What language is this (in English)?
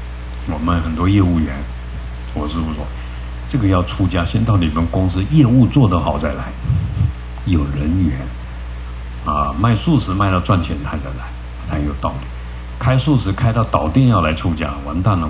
Chinese